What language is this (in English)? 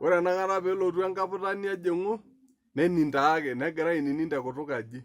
Masai